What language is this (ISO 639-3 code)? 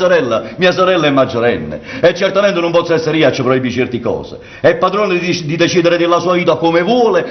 nap